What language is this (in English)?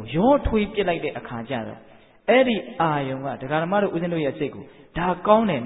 Burmese